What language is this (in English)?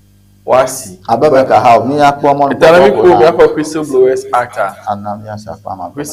Ewe